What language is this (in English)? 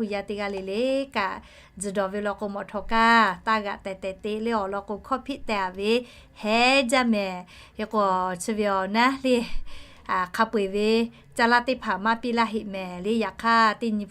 Lahu